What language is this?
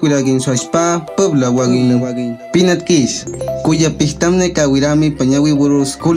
Awa-Cuaiquer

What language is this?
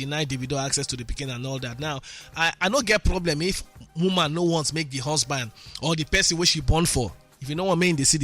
Nigerian Pidgin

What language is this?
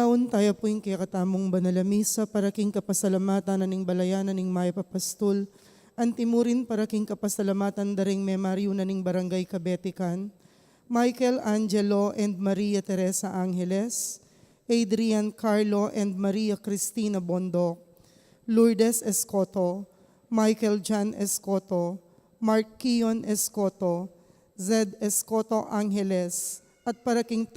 Pampanga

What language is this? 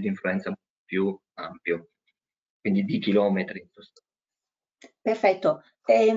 Italian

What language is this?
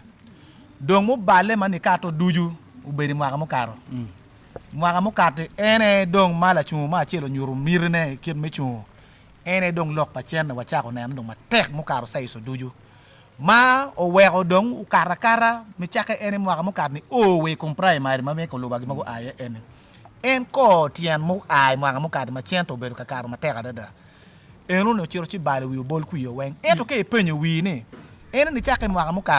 Acoli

